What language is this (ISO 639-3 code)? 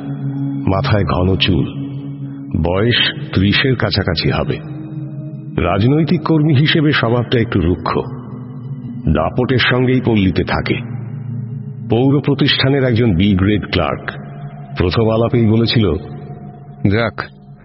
ben